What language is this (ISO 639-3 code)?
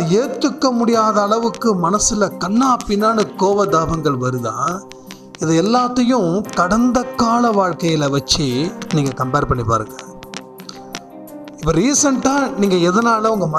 tam